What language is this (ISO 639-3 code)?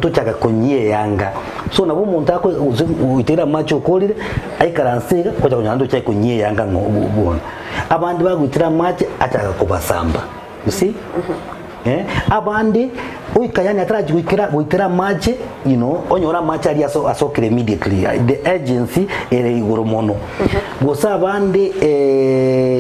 guz